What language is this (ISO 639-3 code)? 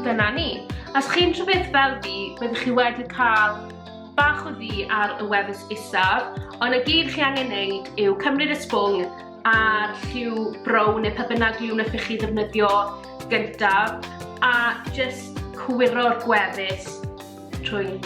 cym